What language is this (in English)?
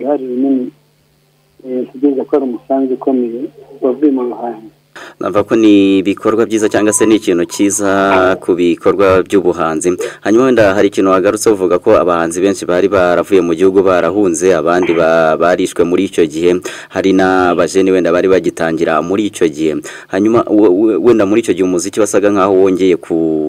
Kinyarwanda